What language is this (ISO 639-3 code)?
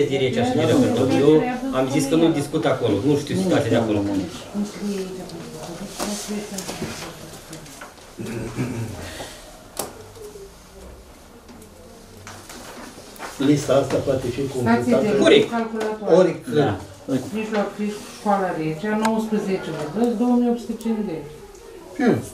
ron